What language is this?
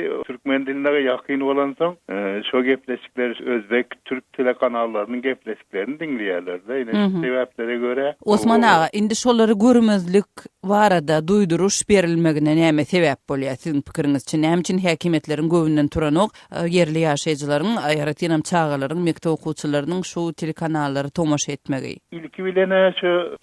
Turkmen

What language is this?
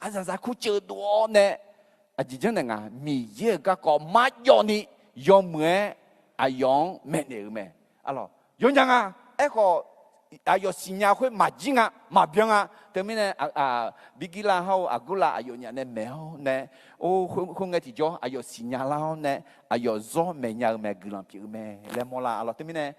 Akha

